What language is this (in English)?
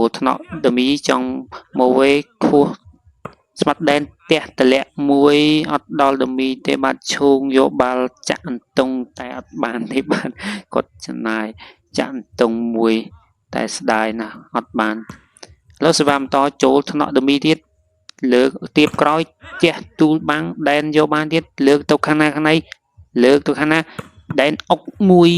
Khmer